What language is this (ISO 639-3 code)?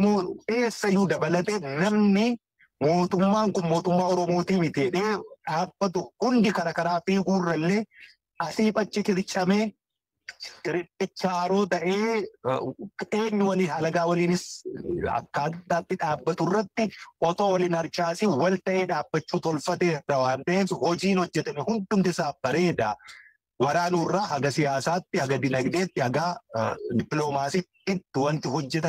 orm